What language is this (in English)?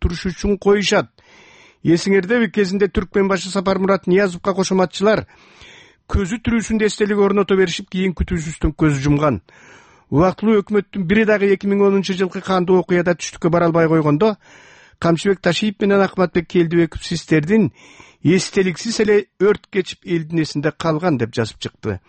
Kyrgyz